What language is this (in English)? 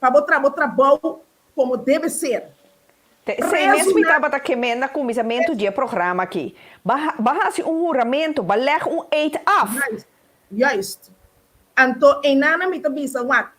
Papiamento